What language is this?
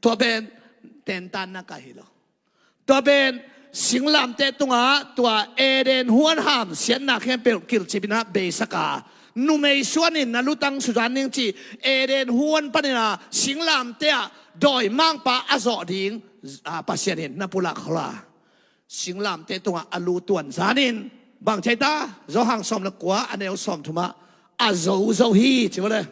Tedim Chin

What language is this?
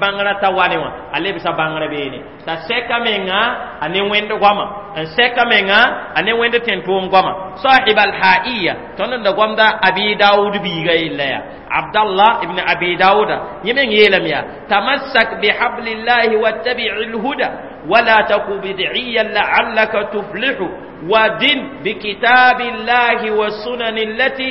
Mossi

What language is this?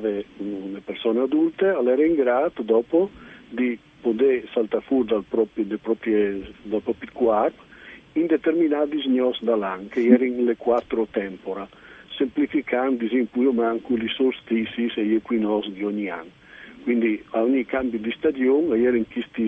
Friulian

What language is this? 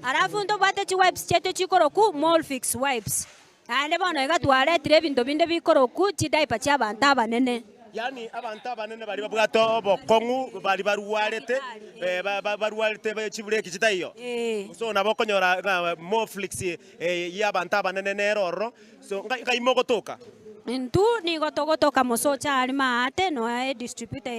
Gusii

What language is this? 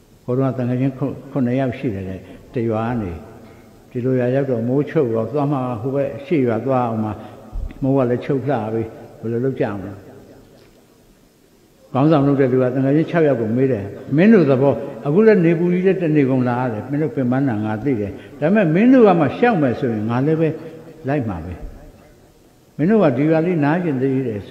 Burmese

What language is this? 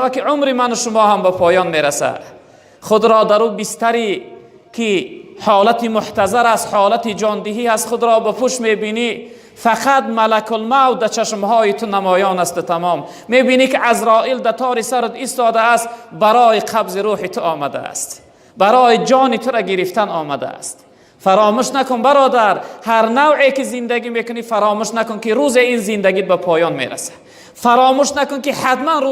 Tajik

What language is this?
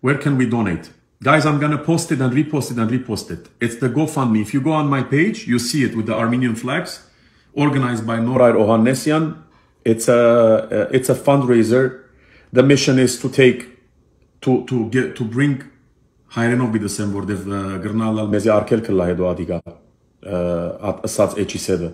Armenian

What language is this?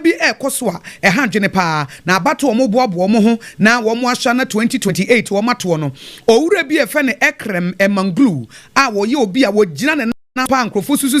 Akan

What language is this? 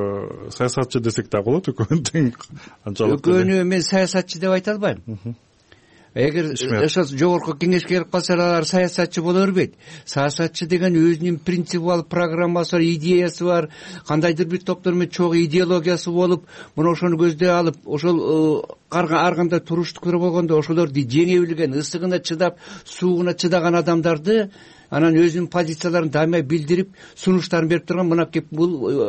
Kyrgyz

